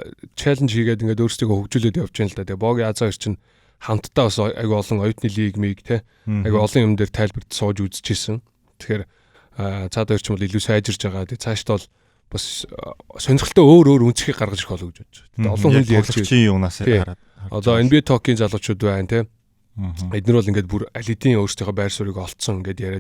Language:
Mongolian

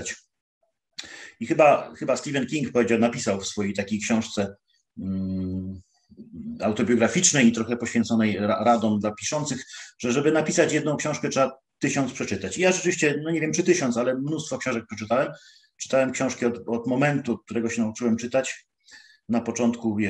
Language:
Polish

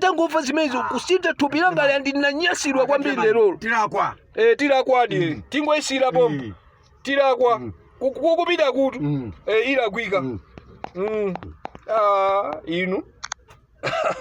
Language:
Nyanja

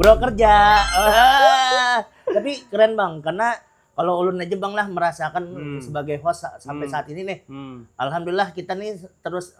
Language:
Banjar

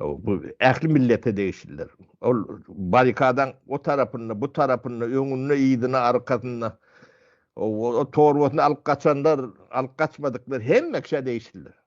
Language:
Turkmen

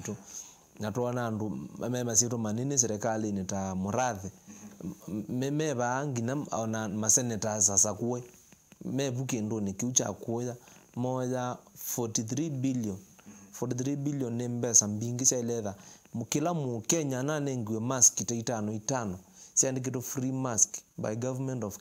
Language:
Kamba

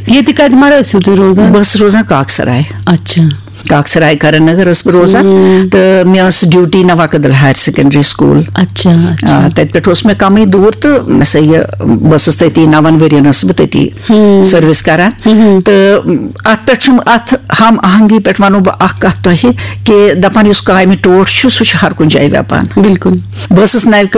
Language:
Kashmiri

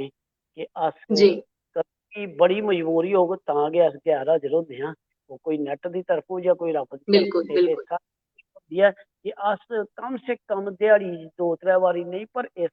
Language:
Dogri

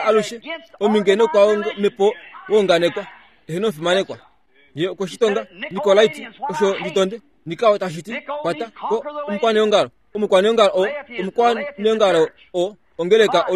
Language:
Kuanyama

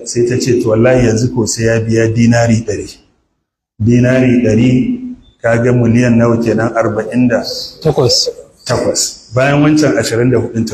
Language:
Hausa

